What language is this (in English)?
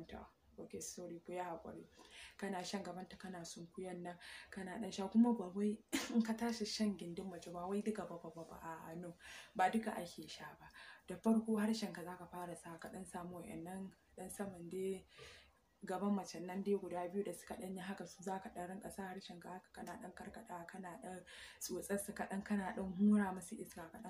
Hausa